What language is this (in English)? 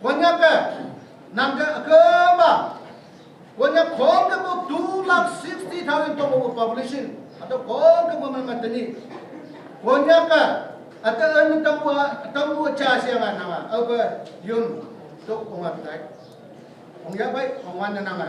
Naga Pidgin